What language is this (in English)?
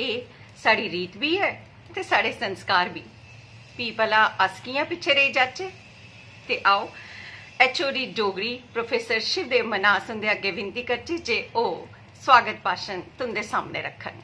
Dogri